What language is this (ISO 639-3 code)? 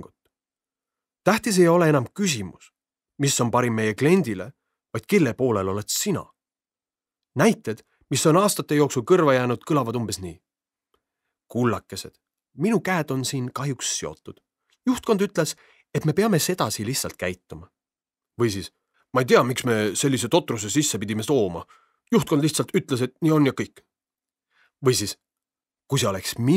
est